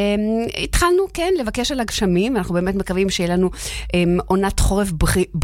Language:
Hebrew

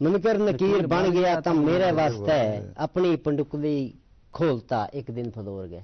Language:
Gujari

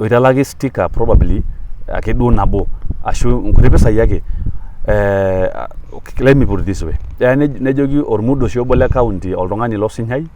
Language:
Masai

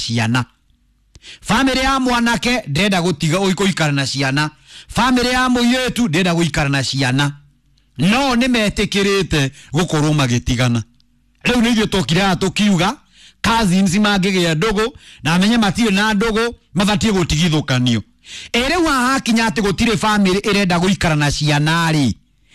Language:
Kikuyu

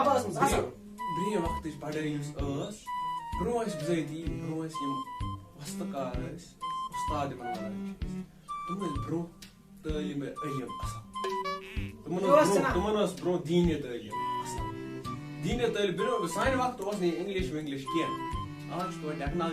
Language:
Kashmiri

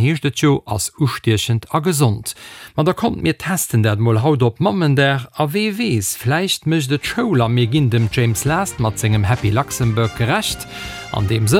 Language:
Luxembourgish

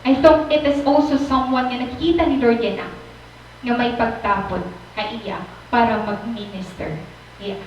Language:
Waray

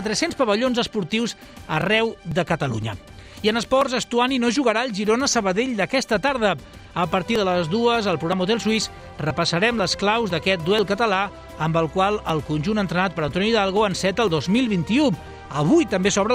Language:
Catalan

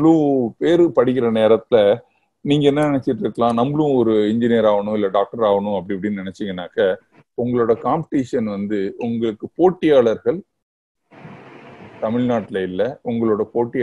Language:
Tamil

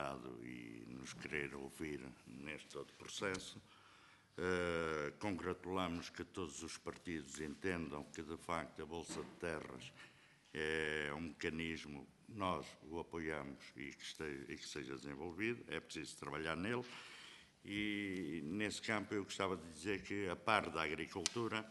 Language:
Portuguese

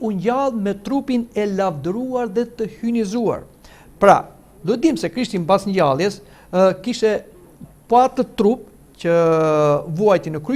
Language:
Albanian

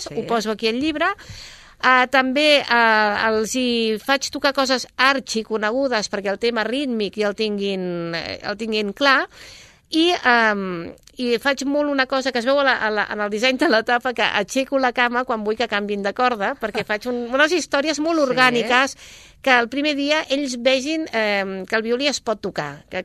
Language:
Catalan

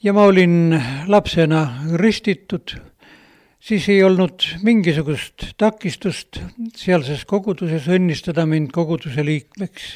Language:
Estonian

